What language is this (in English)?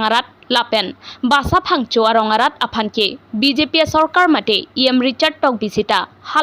Karbi